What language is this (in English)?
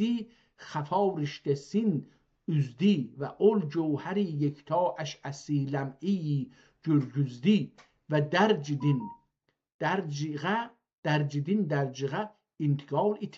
South Azerbaijani